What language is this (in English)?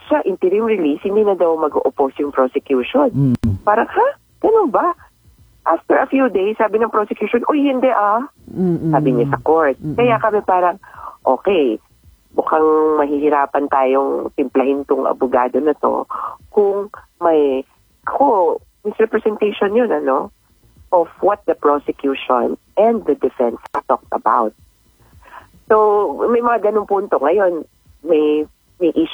Filipino